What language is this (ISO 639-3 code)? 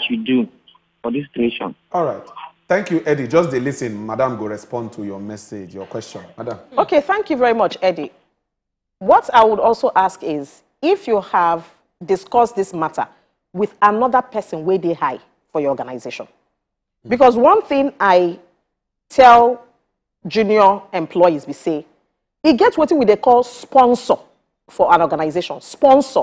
pcm